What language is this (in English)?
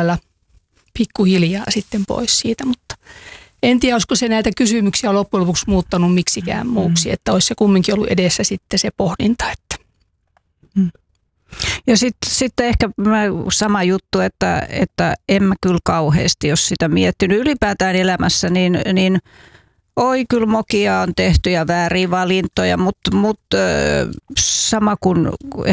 Finnish